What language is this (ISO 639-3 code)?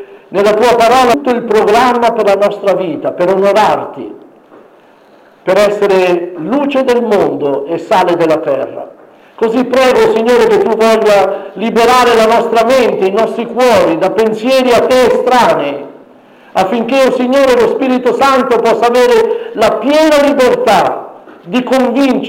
ita